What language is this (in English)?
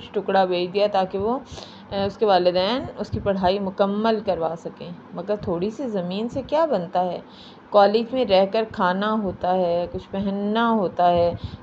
Urdu